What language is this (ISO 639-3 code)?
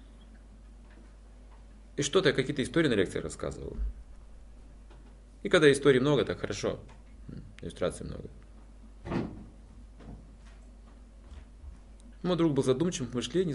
rus